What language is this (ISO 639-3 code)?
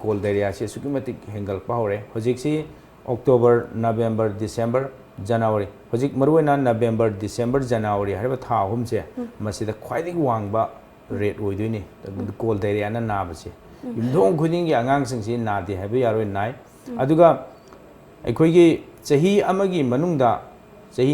mni